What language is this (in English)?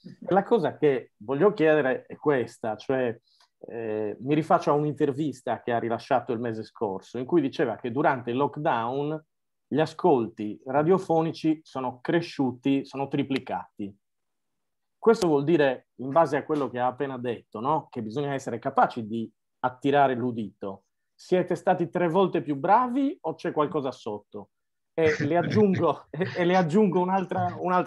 Italian